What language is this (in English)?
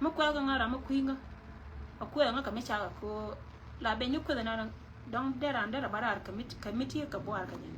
Nuer